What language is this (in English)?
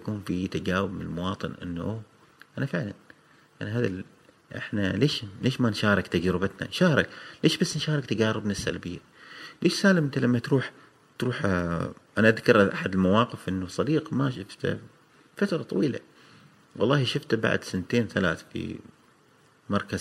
Gulf Arabic